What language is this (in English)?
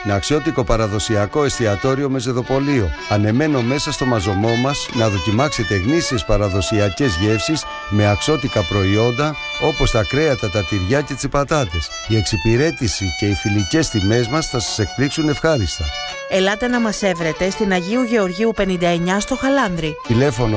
Greek